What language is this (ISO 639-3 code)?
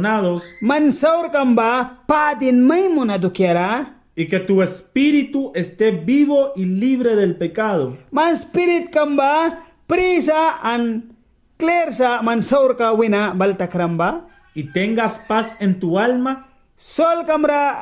miq